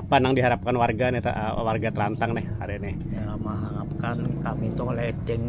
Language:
Banjar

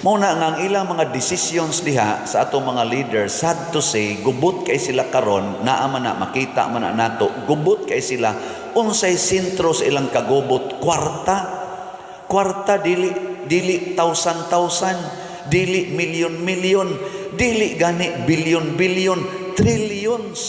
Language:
Cebuano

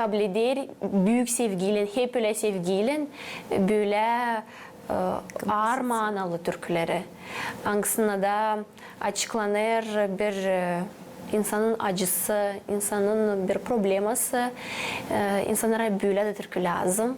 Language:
Gagauz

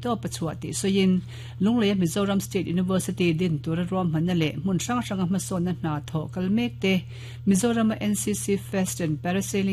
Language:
Mizo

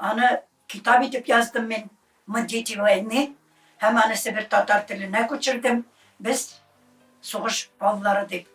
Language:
Tatar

